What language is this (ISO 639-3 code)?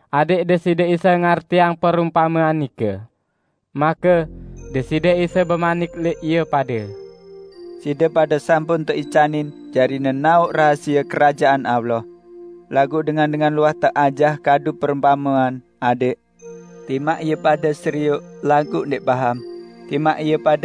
sas